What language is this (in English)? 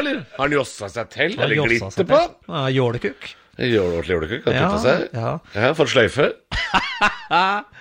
Norwegian